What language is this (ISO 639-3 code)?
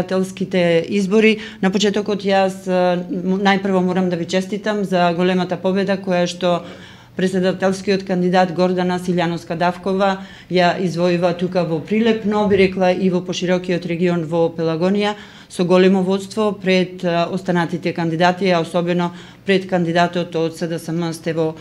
mkd